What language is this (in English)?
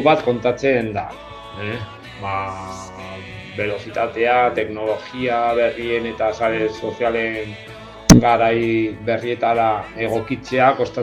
Basque